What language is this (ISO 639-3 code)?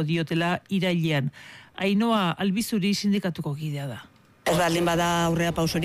eus